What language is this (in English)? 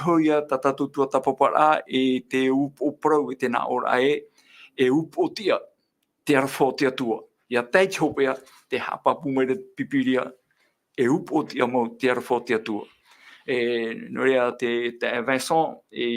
Tahitian